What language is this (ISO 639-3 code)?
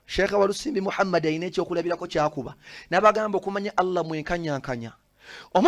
lug